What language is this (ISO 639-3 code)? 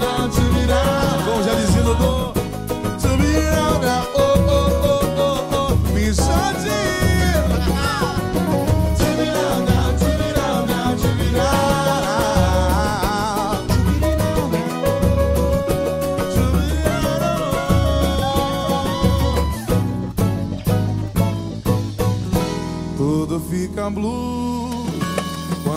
por